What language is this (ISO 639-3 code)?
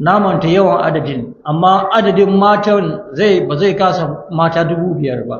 hau